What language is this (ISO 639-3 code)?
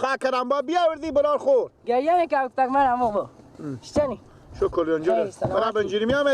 fas